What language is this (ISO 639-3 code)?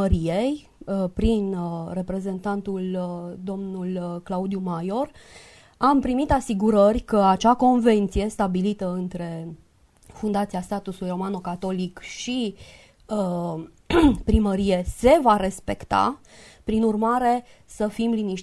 ron